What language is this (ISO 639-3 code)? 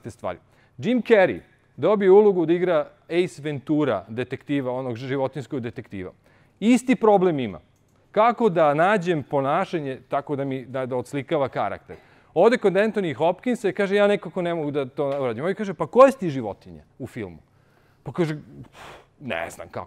srp